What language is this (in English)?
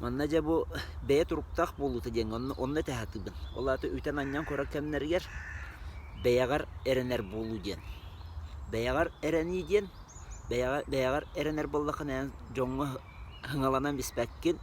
Yakut